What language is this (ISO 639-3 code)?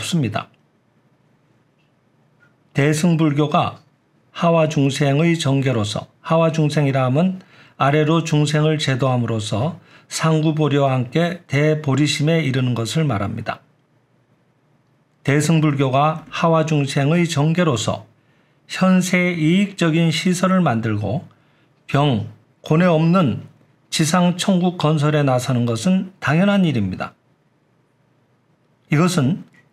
kor